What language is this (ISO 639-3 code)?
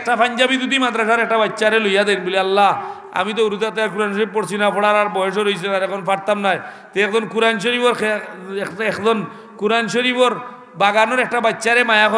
syl